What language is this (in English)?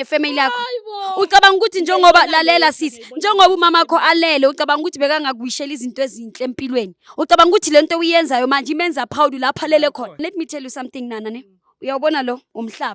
Zulu